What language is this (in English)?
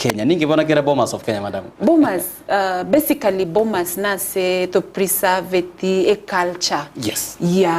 Gusii